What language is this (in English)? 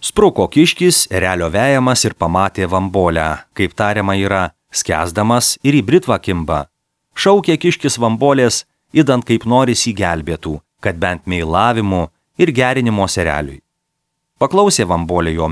Lithuanian